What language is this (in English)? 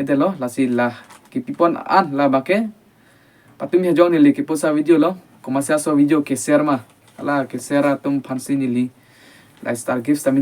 Karbi